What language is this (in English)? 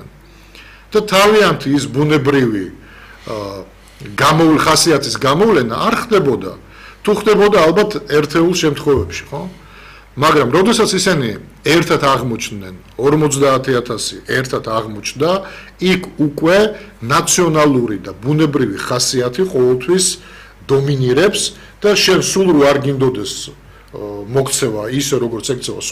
Georgian